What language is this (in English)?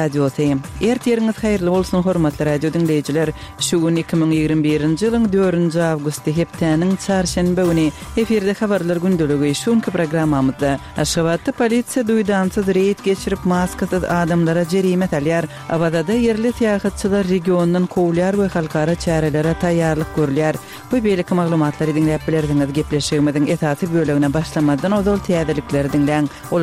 Kyrgyz